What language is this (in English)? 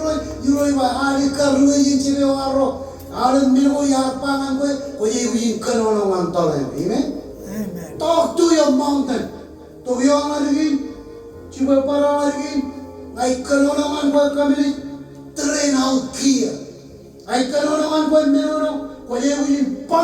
Marshallese